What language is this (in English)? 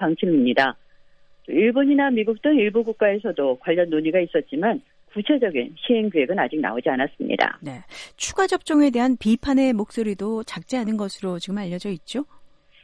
Korean